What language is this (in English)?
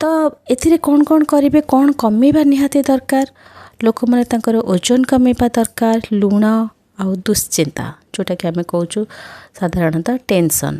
Odia